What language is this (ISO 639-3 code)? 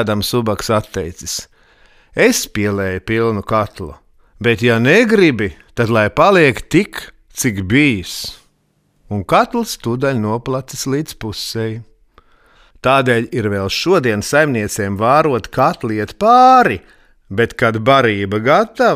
lav